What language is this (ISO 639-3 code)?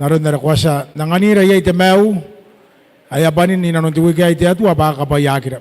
gil